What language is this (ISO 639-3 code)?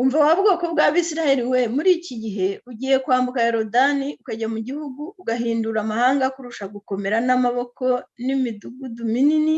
kin